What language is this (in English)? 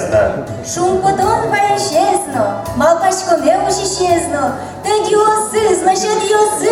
Udmurt